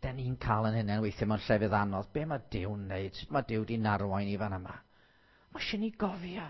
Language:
Welsh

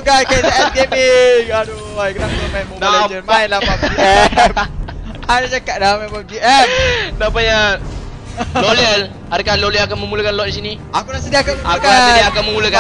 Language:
Malay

